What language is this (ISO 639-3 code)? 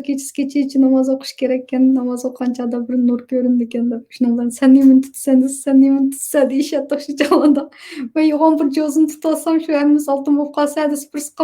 uig